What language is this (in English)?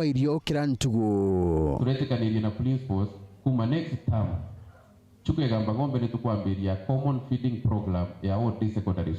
Meru